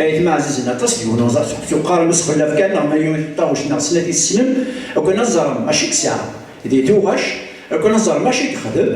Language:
Kabyle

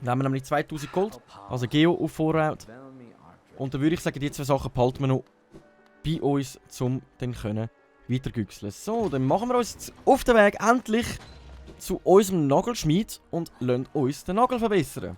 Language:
Swiss German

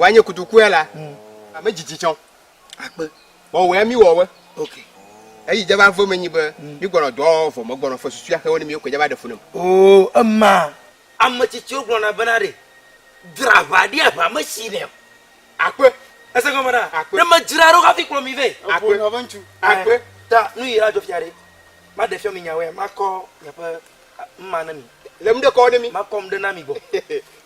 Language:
Ewe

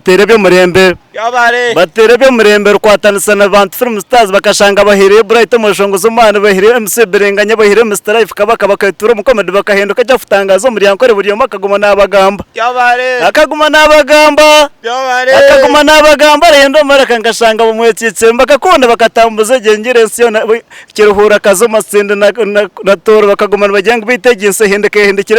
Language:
Nyankole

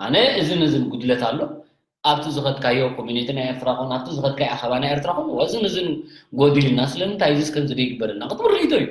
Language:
Tigrinya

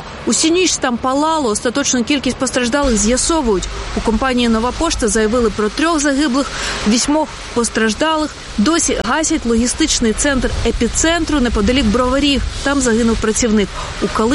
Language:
Ukrainian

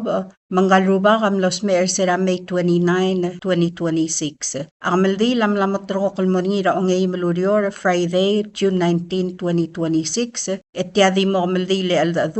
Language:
Palauan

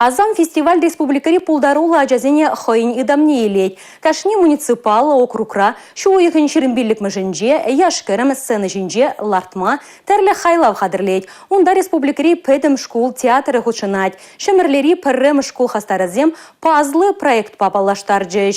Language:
Chuvash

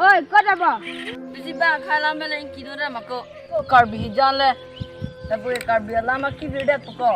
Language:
Karbi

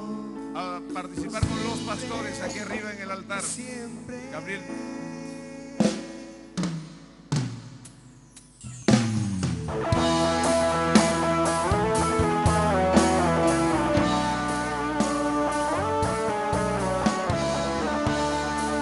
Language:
Spanish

